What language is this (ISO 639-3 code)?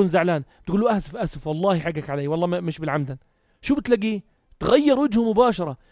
apc